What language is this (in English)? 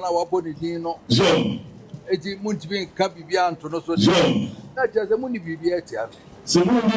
Akan